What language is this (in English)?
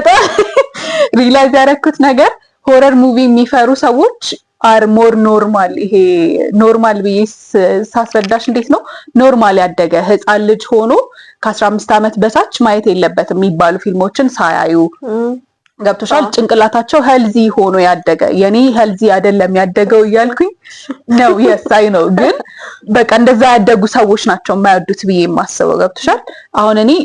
Amharic